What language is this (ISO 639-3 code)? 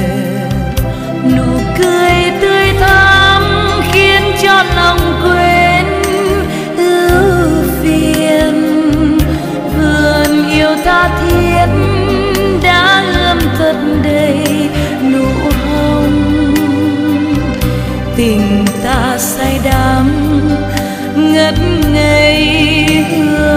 vie